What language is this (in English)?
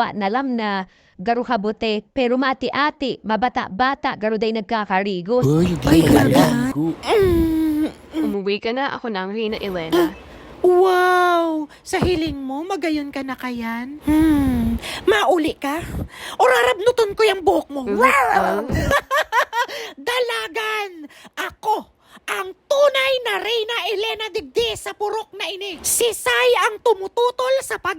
Bikol